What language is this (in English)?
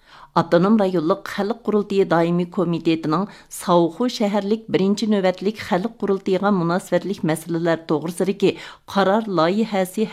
Uyghur